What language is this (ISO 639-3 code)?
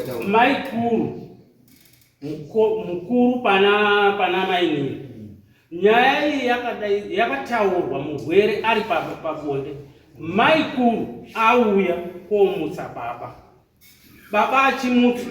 sna